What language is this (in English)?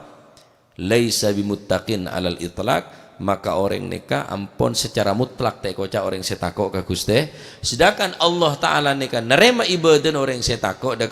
Madurese